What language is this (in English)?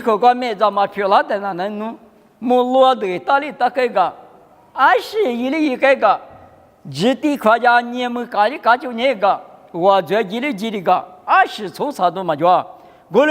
Lisu